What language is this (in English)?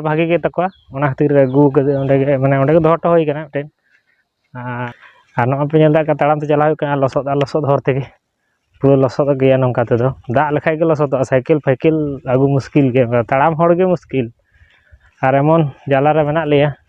Santali